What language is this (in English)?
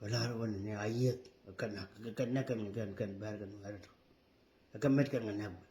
Nuer